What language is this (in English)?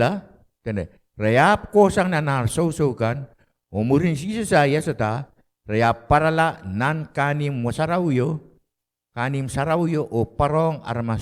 Pohnpeian